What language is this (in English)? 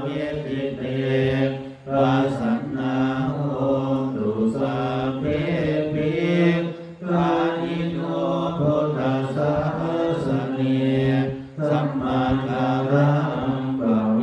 Pali